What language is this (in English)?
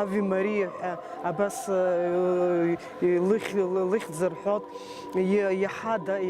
Abkhazian